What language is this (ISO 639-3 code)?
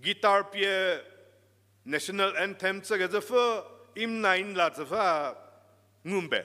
njm